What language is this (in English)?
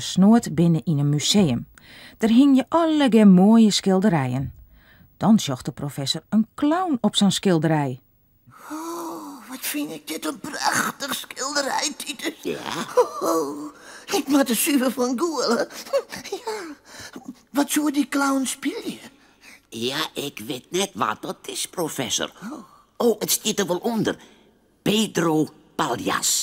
Western Frisian